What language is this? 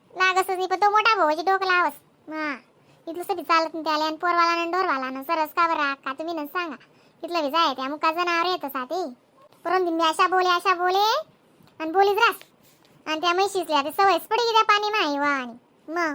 Khandesi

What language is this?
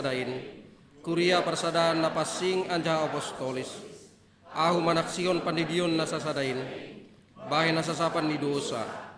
Batak Simalungun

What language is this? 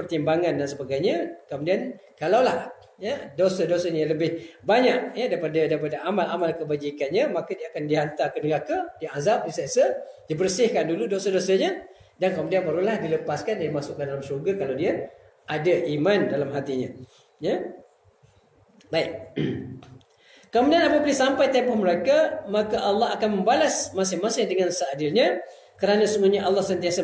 Malay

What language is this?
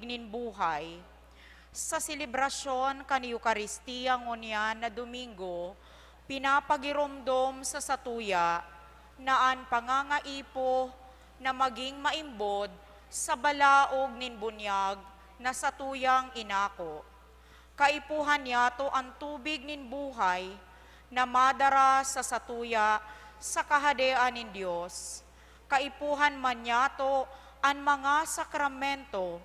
Bikol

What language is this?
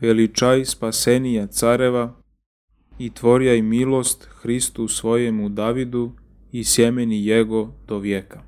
Serbian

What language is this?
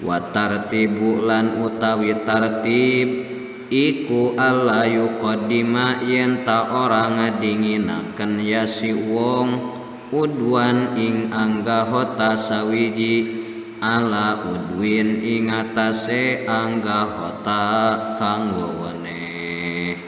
Sundanese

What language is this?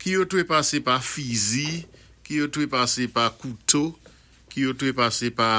Saint Lucian Creole French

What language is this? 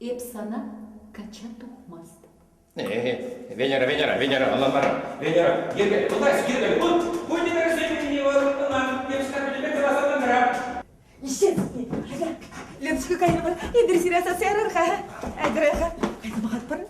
Chuvash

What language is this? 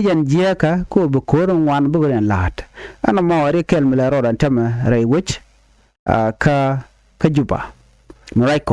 Nuer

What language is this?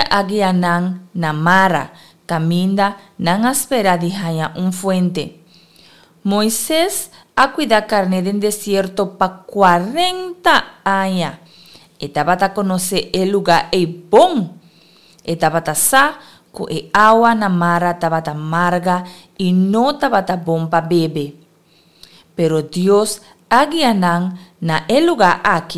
Papiamento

